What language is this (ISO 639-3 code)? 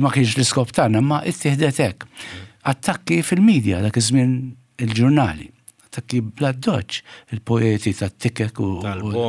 mlt